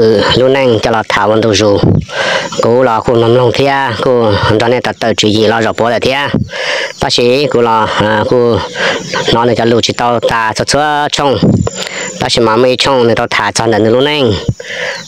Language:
Hmong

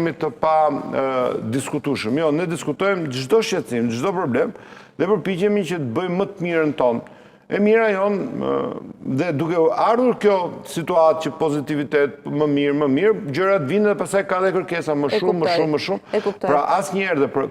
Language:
Albanian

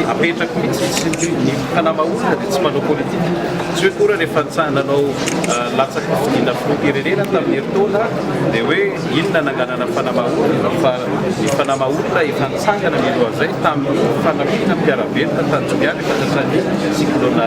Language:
Malagasy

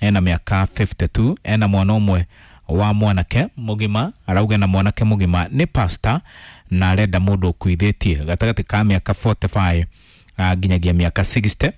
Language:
Kikuyu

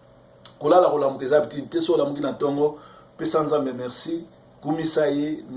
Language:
Lingala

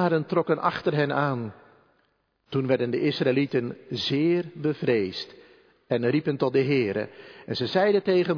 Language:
Dutch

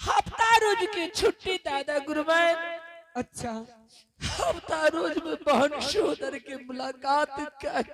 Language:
Angika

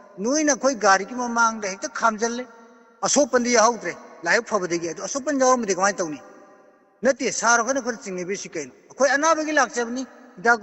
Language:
Manipuri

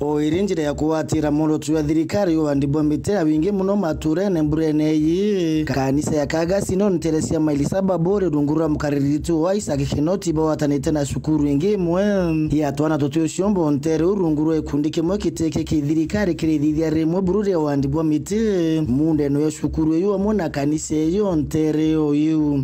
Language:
Meru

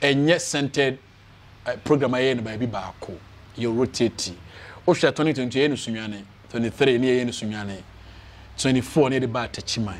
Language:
Akan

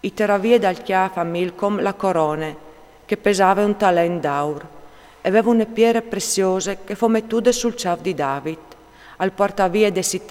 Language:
Friulian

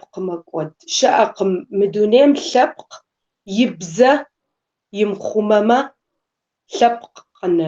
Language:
Kabardian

